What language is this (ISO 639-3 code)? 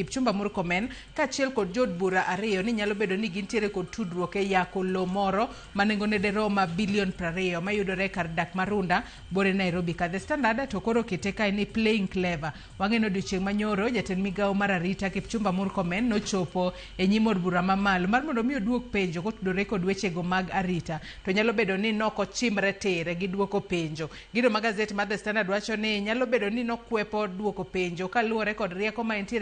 luo